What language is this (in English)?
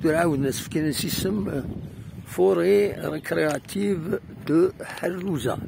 Kabyle